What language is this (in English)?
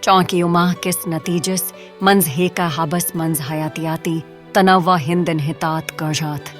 Kashmiri